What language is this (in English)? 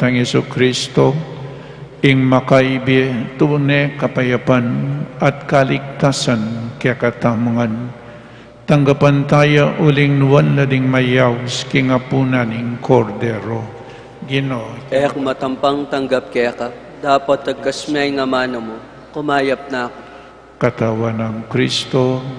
Pampanga